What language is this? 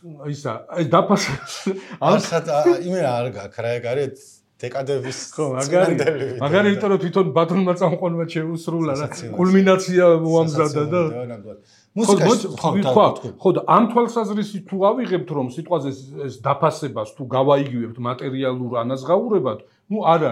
Georgian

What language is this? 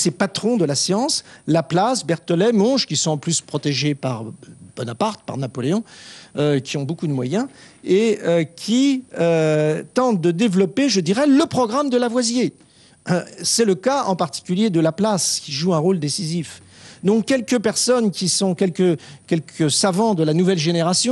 French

